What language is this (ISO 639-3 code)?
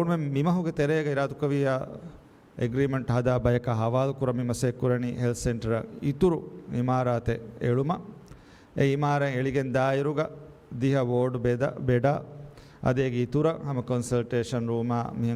div